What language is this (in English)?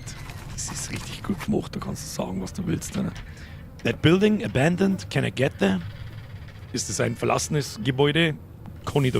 Bavarian